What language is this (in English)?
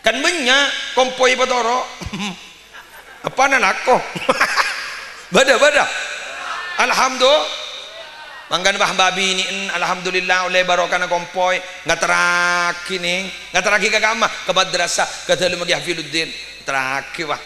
Madurese